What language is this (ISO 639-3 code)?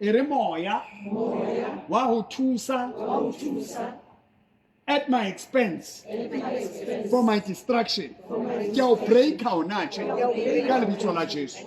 sot